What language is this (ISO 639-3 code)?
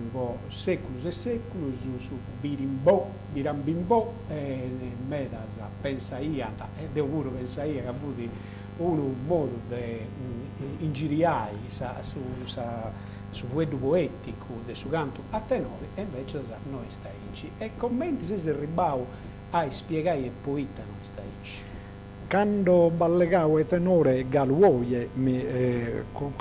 srd